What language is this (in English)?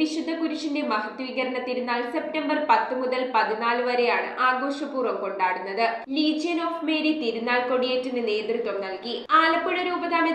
Malayalam